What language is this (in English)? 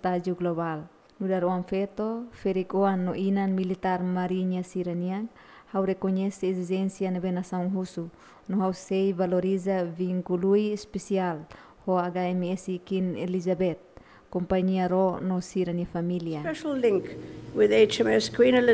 Tetum